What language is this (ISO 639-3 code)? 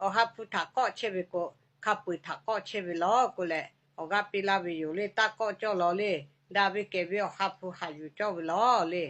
lhu